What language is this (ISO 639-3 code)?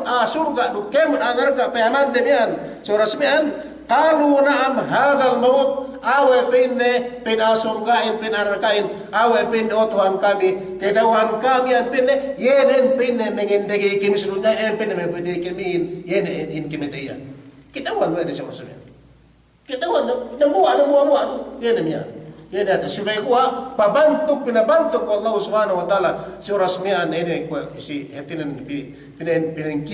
yka